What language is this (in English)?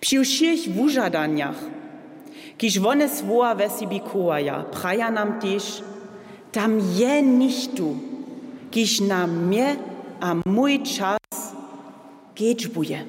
Upper Sorbian